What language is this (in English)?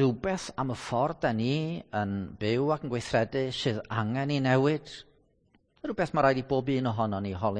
Welsh